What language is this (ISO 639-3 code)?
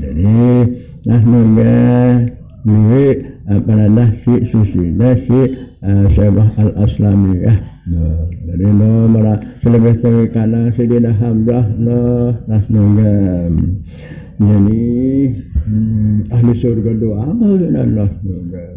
sas